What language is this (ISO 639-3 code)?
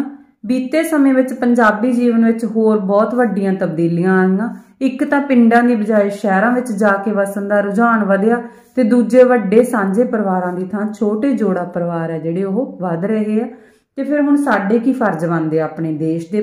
pan